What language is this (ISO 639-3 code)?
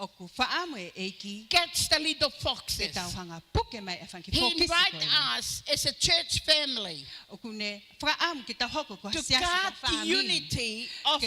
ton